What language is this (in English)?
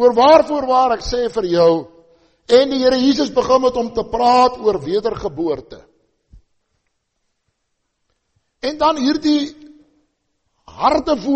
Afrikaans